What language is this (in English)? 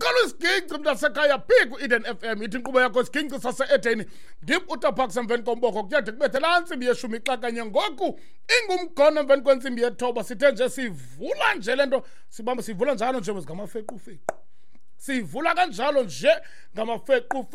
Xhosa